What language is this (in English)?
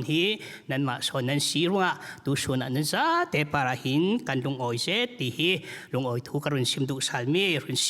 Falam Chin